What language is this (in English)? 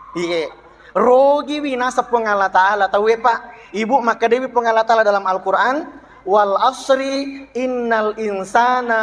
Buginese